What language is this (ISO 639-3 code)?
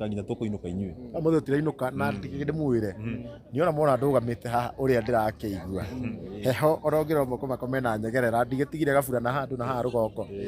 kik